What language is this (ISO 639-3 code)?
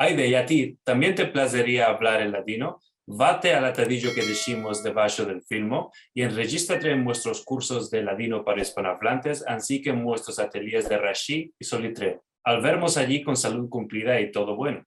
lad